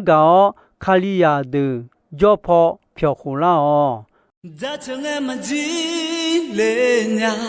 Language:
Akha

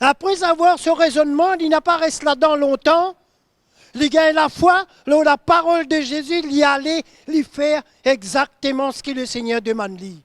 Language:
Morisyen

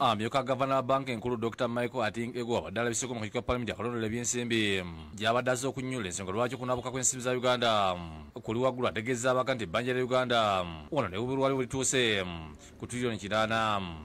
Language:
Ganda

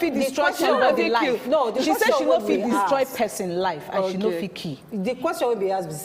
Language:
Nigerian Pidgin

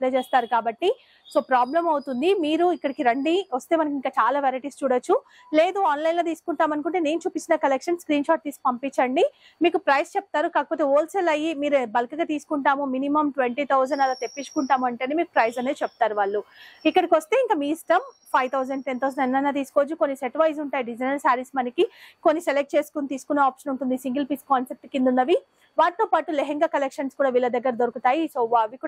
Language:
Telugu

